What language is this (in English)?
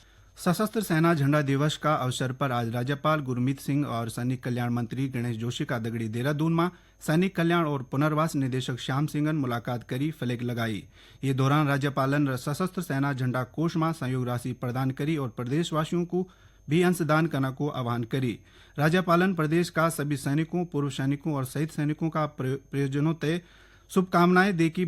Garhwali